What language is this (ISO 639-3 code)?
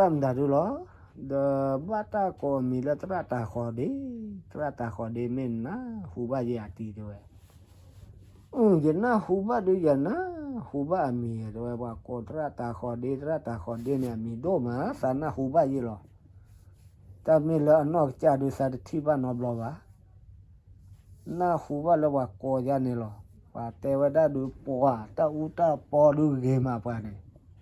ksw